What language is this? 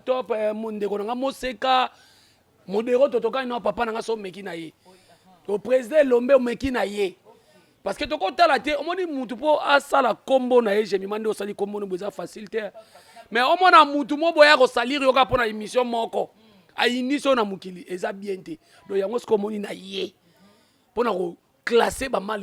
Lingala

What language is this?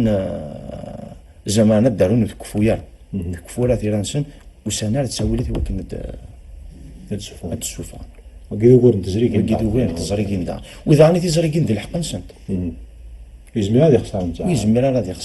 Kabyle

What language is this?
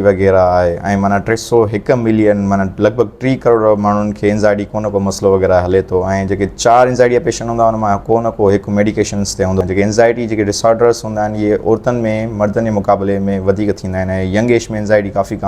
Sindhi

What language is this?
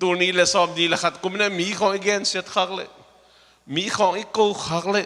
Tedim Chin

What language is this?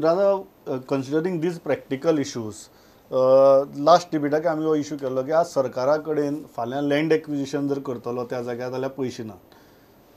Konkani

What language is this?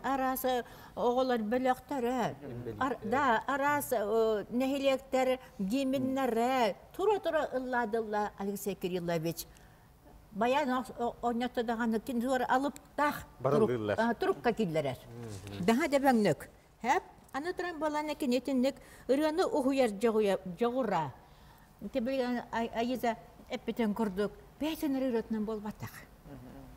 Yakut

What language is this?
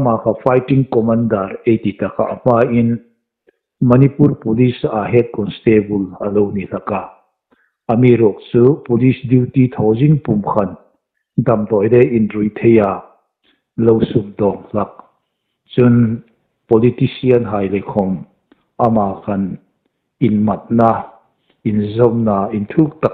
Hmar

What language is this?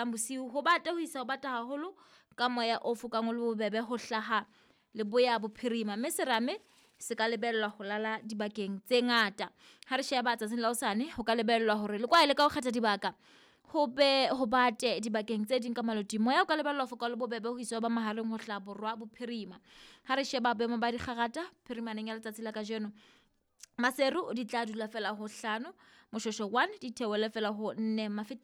Southern Sotho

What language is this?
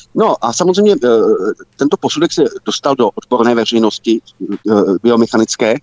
Czech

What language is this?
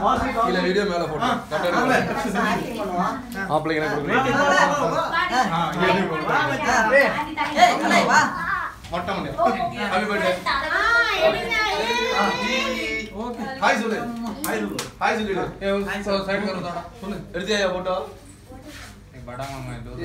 Tamil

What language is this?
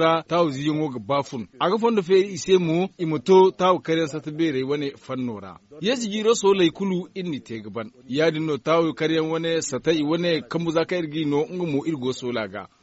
Zarma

